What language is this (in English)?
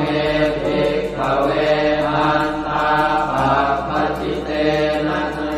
Pali